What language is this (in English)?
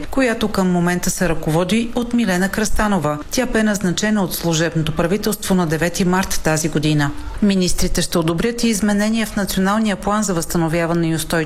Bulgarian